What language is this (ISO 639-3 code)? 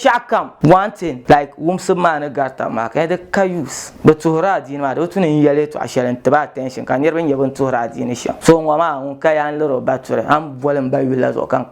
dag